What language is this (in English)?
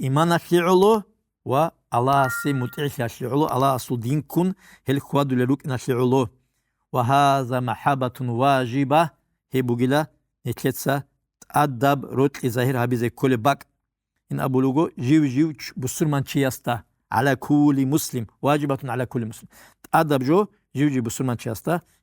Avaric